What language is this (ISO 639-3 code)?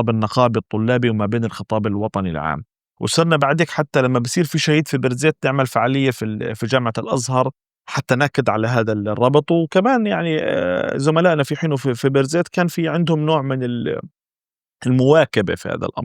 apc